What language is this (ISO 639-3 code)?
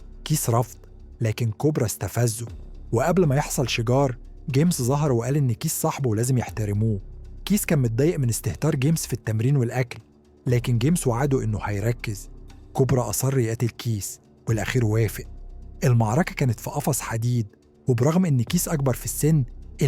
arz